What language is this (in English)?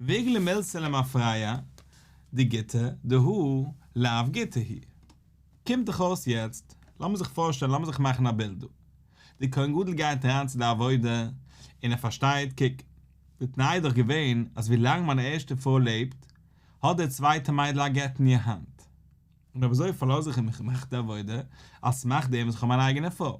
Yiddish